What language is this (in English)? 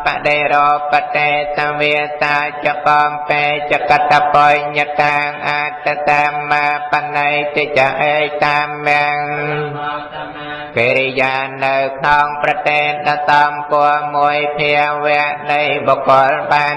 Khmer